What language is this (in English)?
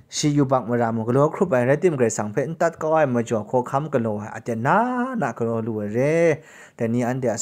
Kachin